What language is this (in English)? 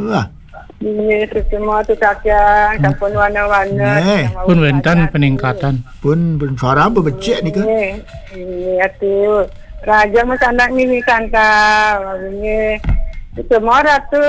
Balinese